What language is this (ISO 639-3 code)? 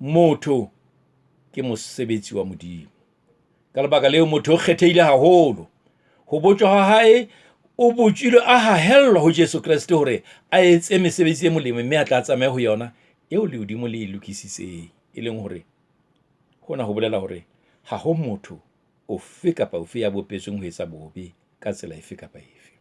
sot